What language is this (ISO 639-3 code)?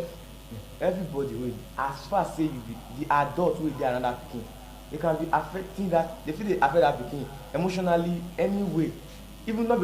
pcm